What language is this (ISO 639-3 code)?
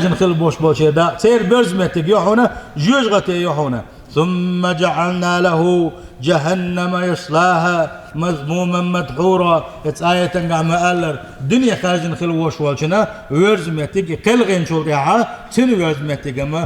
che